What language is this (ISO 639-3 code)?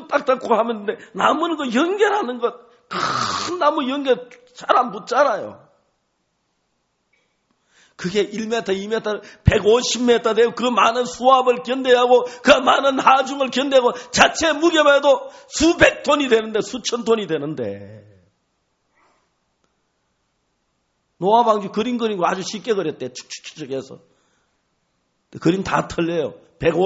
kor